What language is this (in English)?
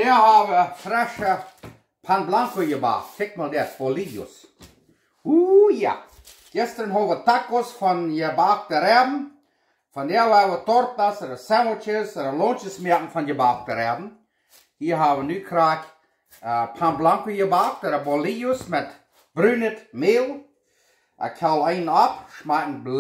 Plautdietsch